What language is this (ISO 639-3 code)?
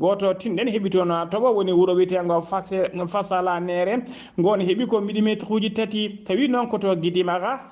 ful